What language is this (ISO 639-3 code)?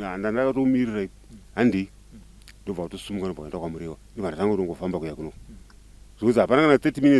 sna